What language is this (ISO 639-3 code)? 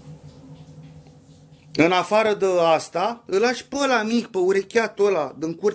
ron